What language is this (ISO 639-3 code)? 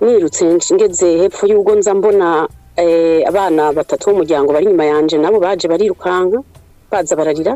run